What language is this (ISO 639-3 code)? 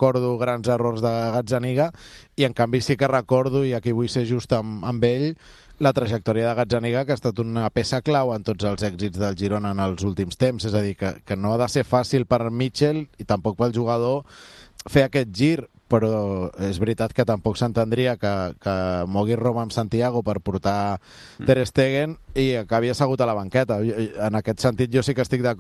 cat